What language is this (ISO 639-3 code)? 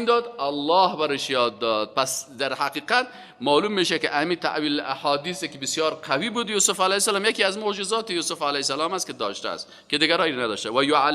fas